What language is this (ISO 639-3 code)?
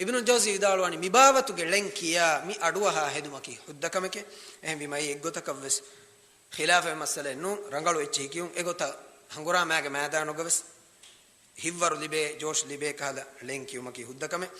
div